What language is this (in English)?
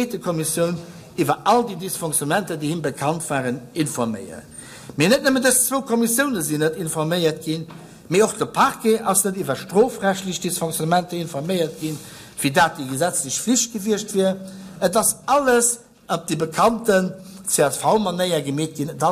Luxembourgish